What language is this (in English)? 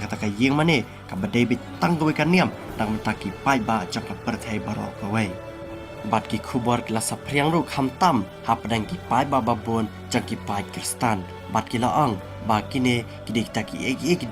Khasi